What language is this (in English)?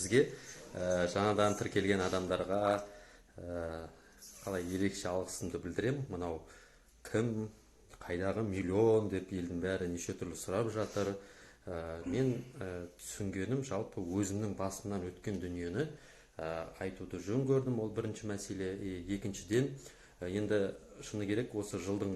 Kazakh